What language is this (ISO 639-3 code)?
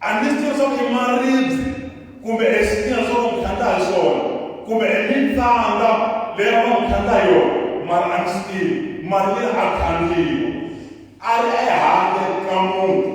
tso